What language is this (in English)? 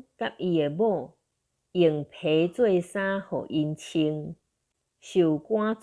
Min Nan Chinese